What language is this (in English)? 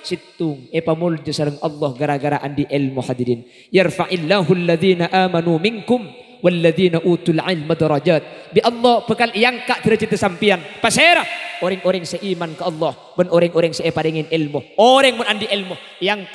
Madurese